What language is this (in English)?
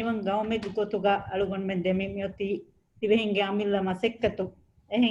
Divehi